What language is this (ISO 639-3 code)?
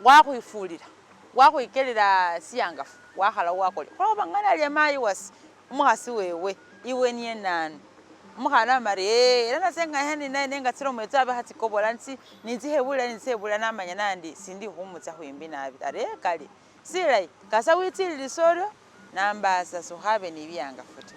myx